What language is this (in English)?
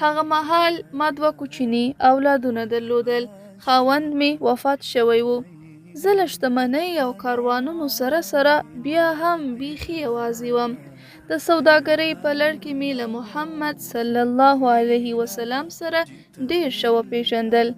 Pashto